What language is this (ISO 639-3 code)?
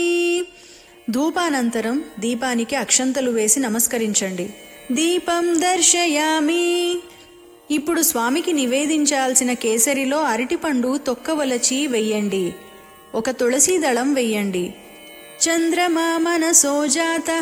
tel